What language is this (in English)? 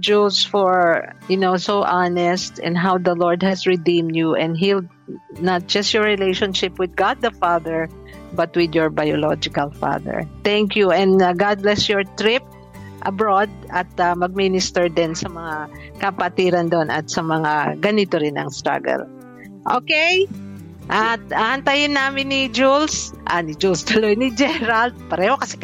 Filipino